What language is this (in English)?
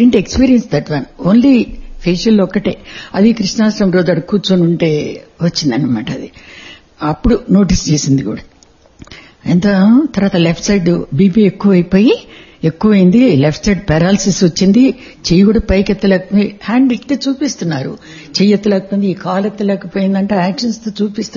Telugu